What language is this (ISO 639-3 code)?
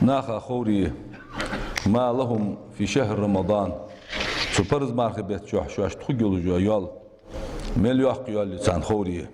inh